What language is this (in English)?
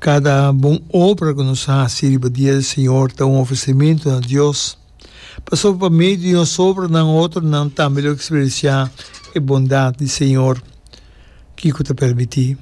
Papiamento